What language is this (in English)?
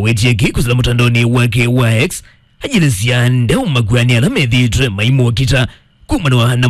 Kamba